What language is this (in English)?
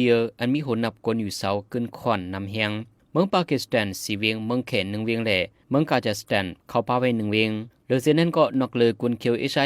Shan